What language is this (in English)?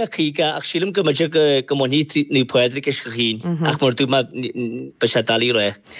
Irish